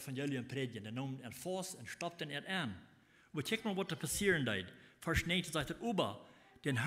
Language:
Plautdietsch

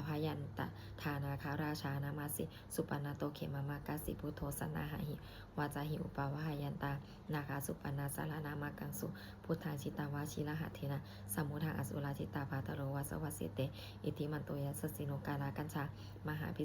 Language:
Pali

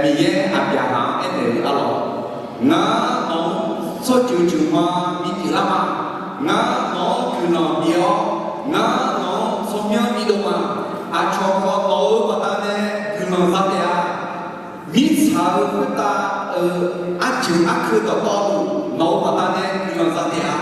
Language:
Akha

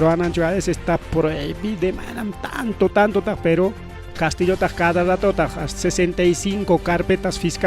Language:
Ayacucho Quechua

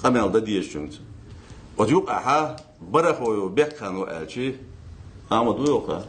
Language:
Ingush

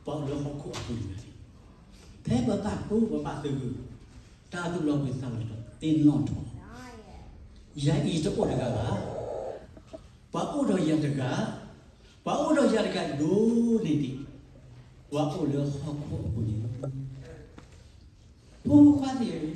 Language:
S'gaw Karen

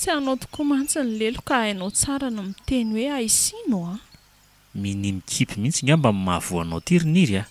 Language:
Malagasy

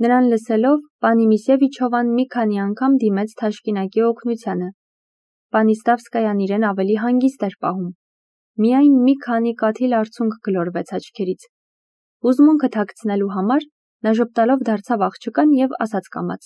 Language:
Armenian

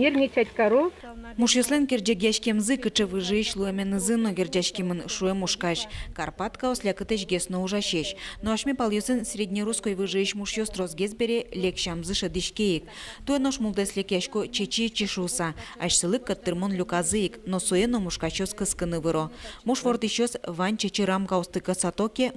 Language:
Udmurt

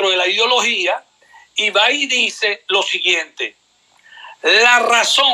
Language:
Spanish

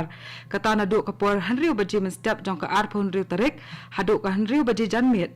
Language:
Khasi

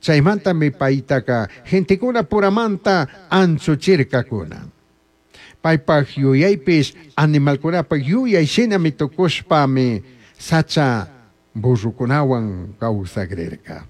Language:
Chimborazo Highland Quichua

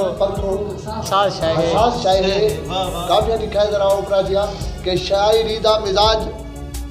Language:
Saraiki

